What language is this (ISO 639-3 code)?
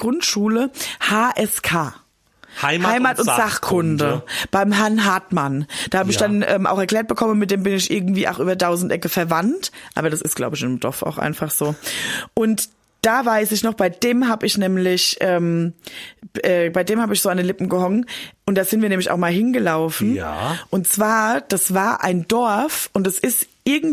deu